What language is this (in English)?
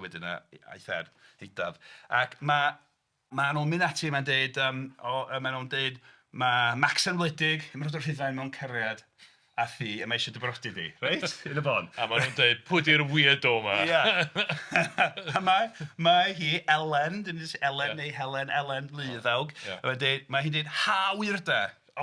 Welsh